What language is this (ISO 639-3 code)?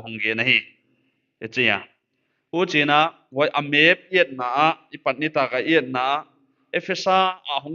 pck